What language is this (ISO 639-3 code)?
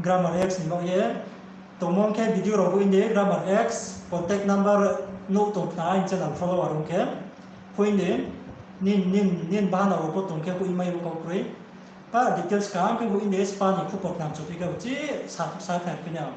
ria